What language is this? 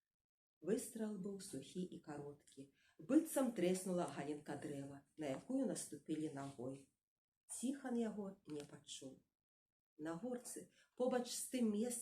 Belarusian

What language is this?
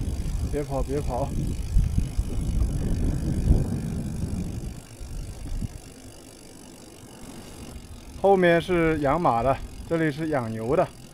Chinese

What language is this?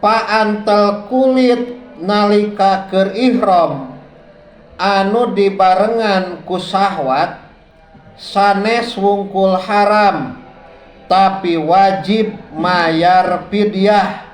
Sundanese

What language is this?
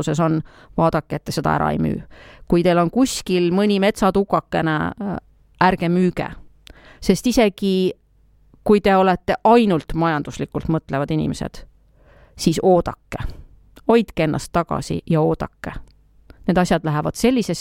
Estonian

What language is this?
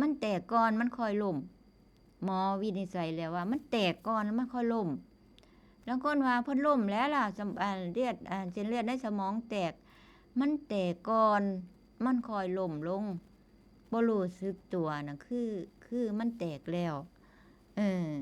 Northeastern Thai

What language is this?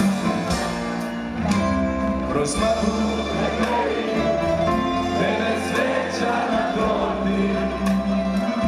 Serbian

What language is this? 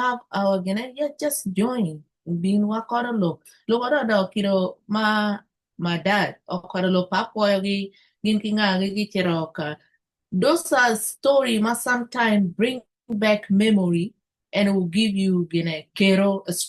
Acoli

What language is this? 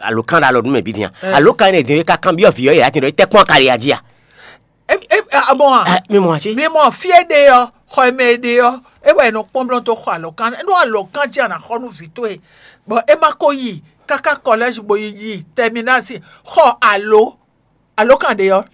Fon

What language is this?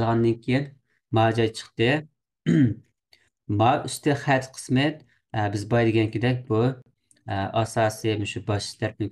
Uyghur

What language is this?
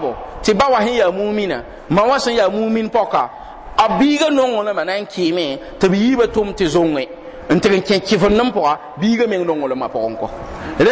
Mossi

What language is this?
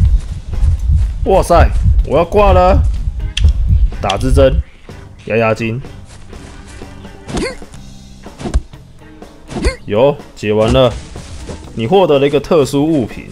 Chinese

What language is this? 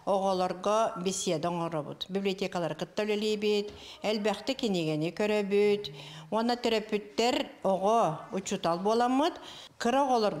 Yakut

